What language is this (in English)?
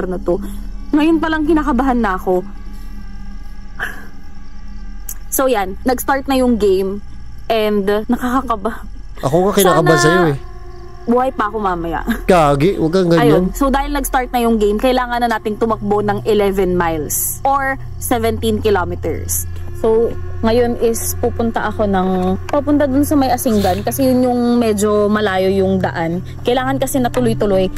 Filipino